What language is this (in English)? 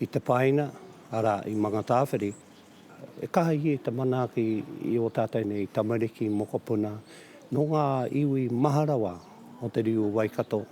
Māori